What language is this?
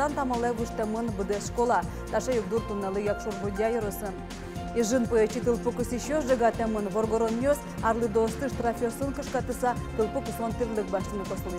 Udmurt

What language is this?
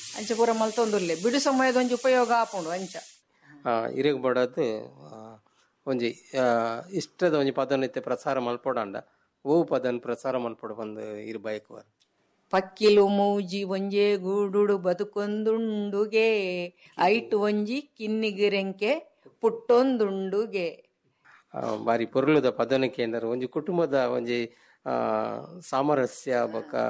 Tulu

